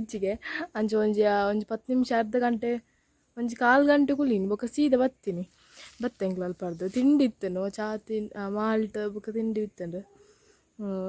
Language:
Tulu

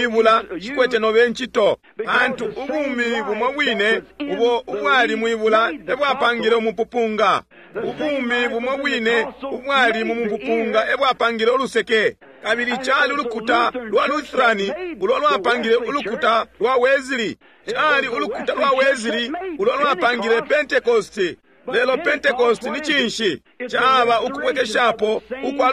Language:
Bemba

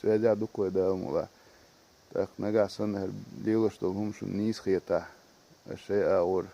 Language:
Chechen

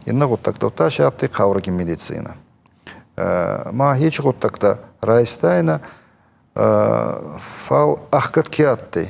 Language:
Ossetic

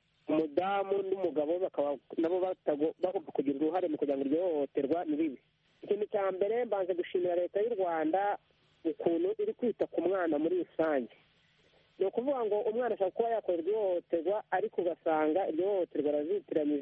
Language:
Kinyarwanda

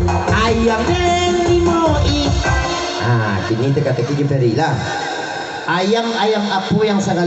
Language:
Minangkabau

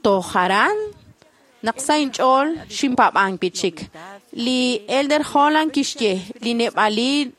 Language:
Kekchí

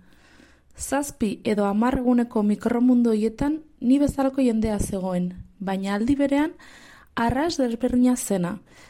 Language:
Basque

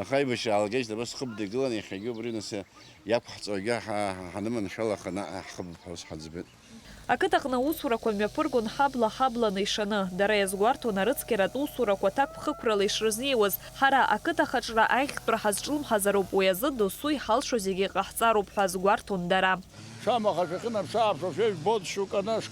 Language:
Abkhazian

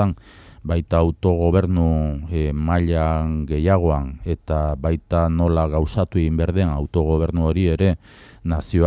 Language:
Basque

